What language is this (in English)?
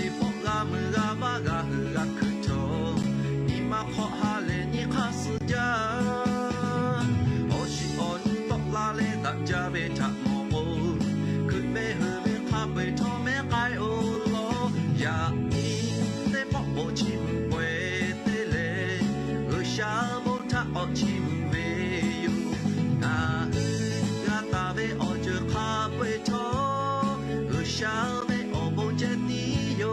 Lahu